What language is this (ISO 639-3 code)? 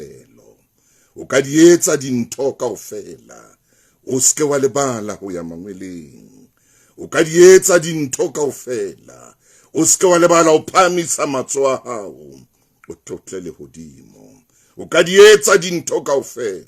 sot